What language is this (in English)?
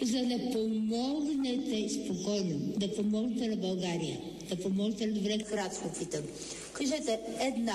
Bulgarian